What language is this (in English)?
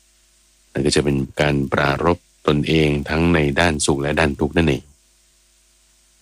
Thai